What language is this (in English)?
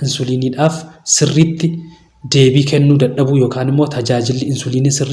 Oromo